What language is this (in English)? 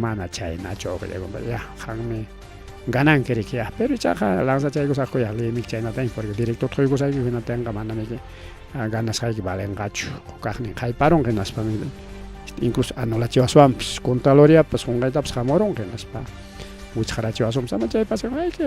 Ayacucho Quechua